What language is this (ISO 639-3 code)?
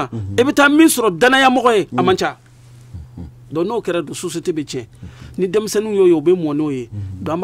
bam